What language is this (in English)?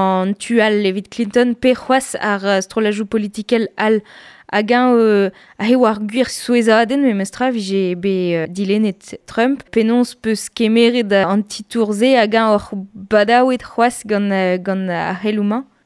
Breton